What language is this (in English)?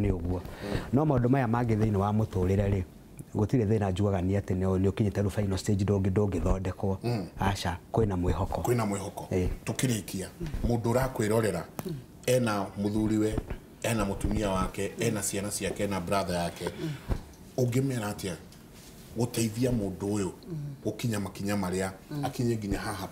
Kikuyu